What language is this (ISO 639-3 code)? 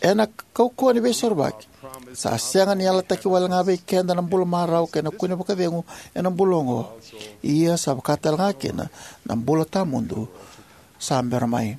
fij